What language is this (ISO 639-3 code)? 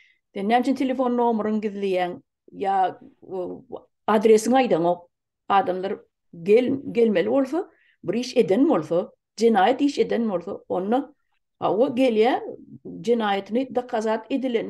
tuk